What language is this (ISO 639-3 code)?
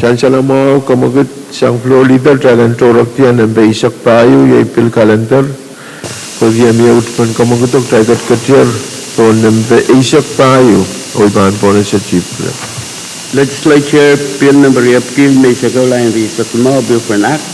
pon